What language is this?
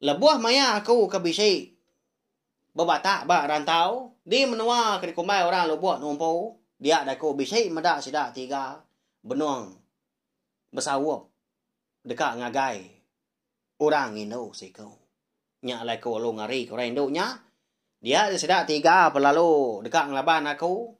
Iban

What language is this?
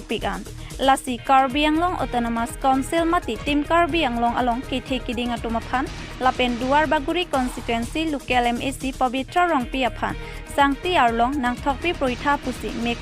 Karbi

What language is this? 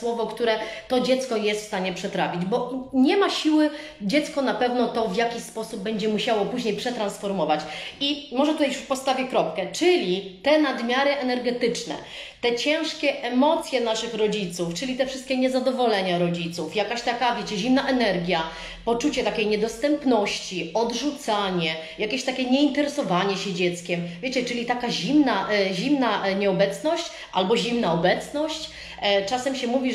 Polish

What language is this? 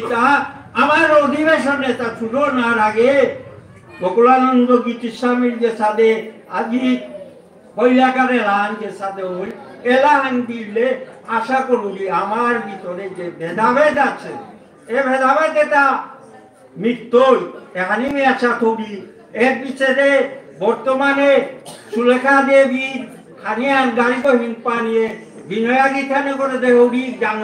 Bishnupriya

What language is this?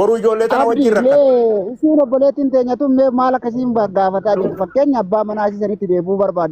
Oromo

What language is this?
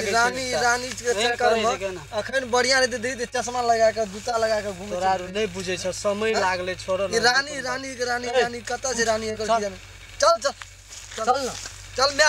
Maithili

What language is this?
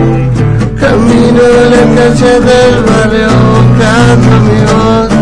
Spanish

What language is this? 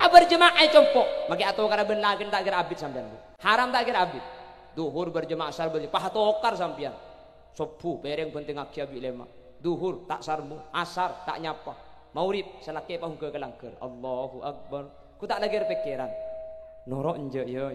Madurese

